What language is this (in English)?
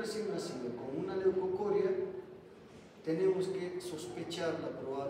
Spanish